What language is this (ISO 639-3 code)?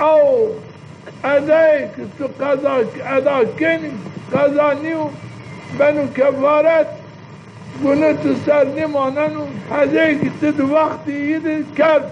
zza